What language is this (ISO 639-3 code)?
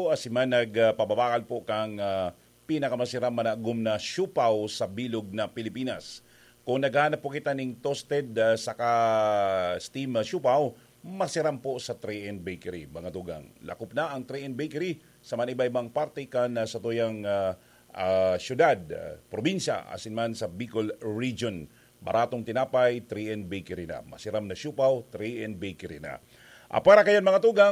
bik